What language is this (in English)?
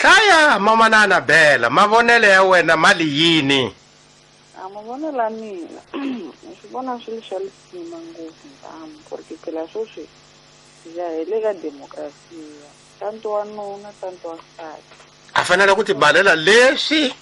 Tsonga